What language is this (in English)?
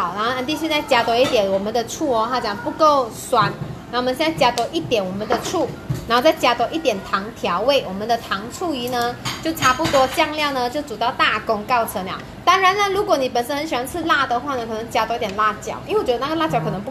Chinese